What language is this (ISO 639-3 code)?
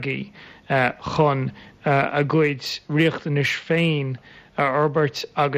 gle